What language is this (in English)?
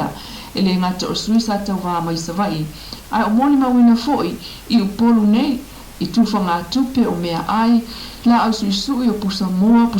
Samoan